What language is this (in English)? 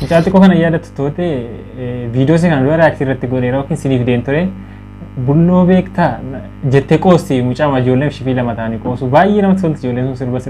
Oromo